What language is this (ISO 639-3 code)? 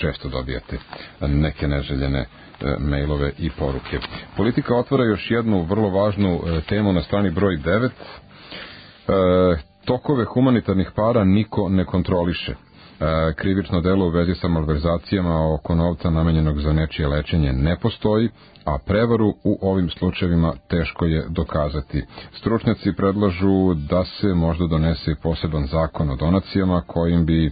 srp